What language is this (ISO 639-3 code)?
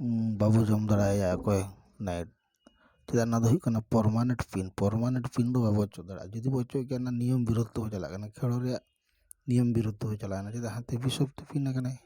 sat